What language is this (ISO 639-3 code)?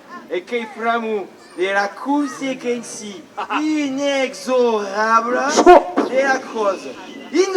oci